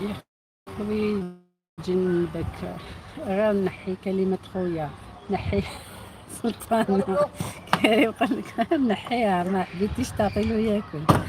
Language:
Algerian Arabic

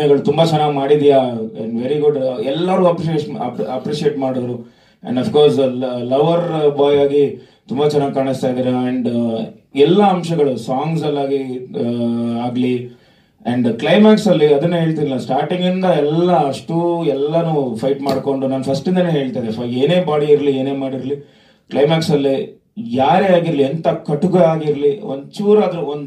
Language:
Kannada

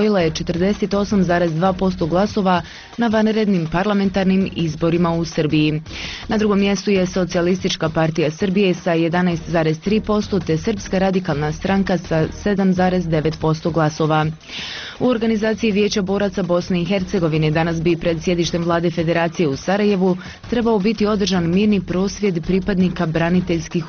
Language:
Bosnian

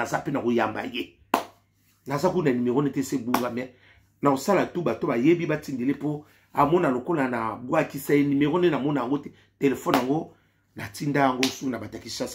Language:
Lingala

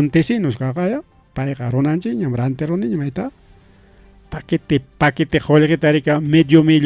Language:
Ayacucho Quechua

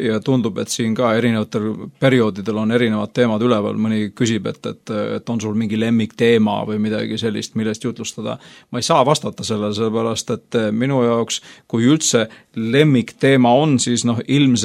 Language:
Estonian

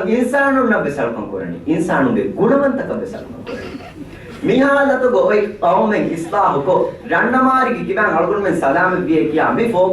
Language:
Divehi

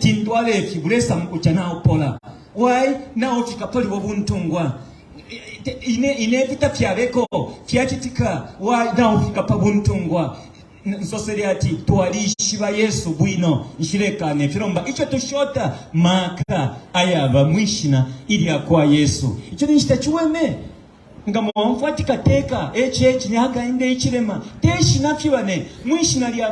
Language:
Bemba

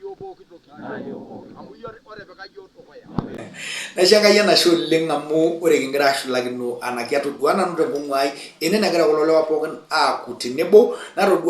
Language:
Masai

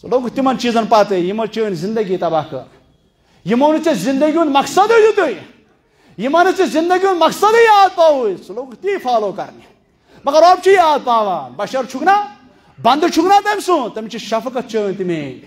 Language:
Kashmiri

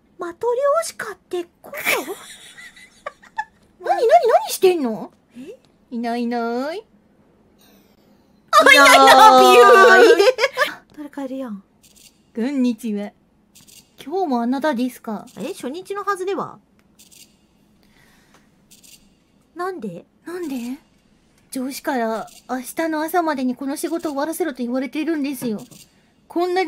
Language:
Japanese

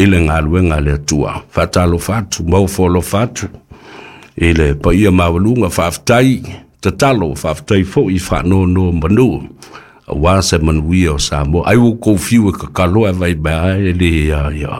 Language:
Samoan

